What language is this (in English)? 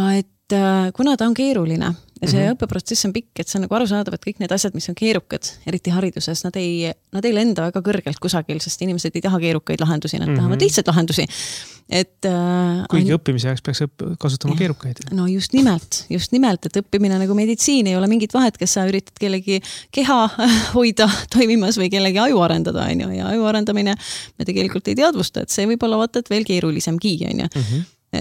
Estonian